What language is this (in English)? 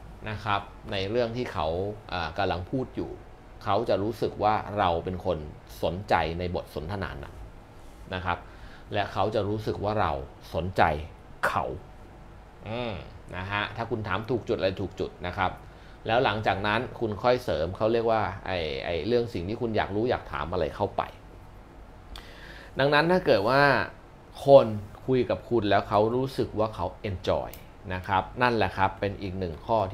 Thai